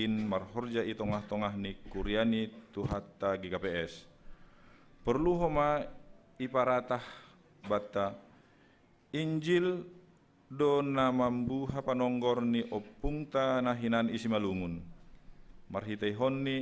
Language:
Batak Simalungun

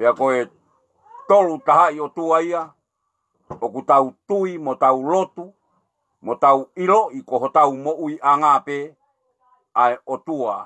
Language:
Tongan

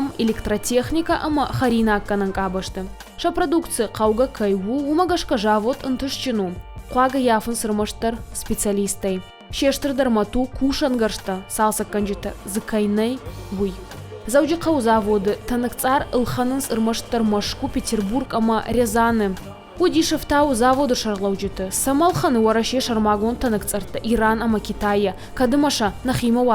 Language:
Ossetic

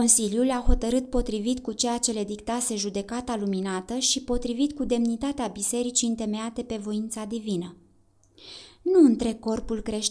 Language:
Romanian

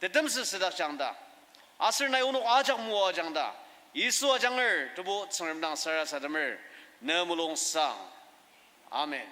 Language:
Ao Naga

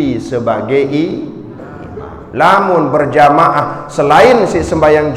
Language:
Sasak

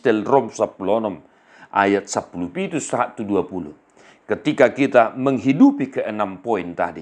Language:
Batak Toba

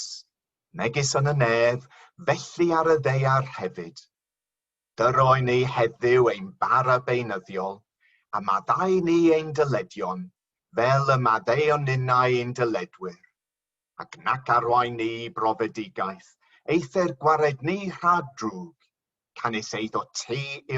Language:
Welsh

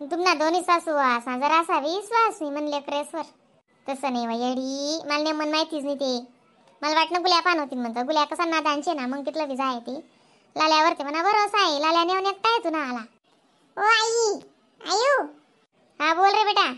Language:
Khandesi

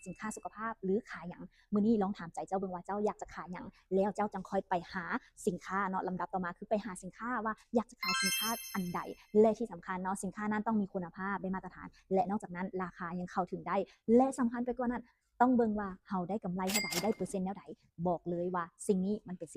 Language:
Lao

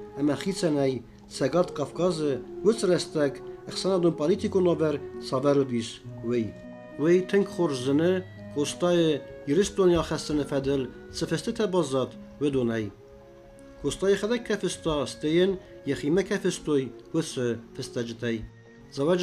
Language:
Ossetic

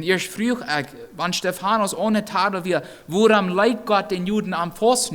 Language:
Plautdietsch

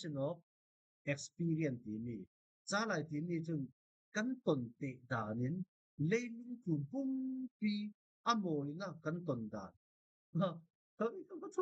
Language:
Falam Chin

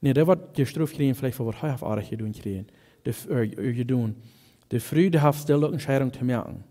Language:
Plautdietsch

